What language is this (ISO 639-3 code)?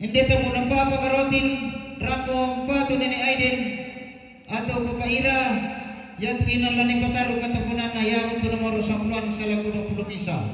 sda